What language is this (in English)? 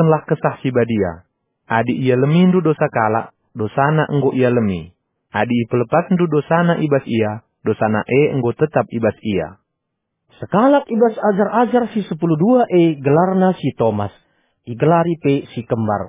Batak Karo